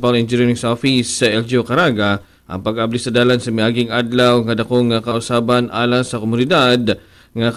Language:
Cebuano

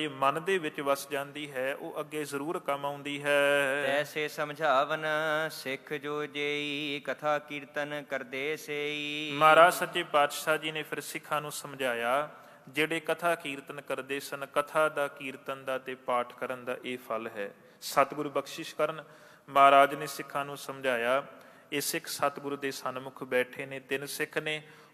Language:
Punjabi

